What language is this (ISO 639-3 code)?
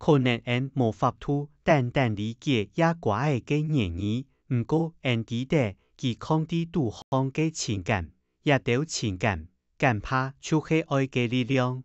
hak